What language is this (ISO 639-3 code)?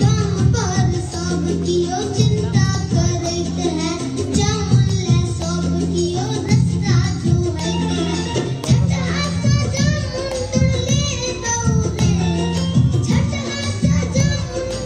mai